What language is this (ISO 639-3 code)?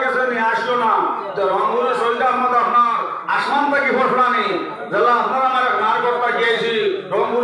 syl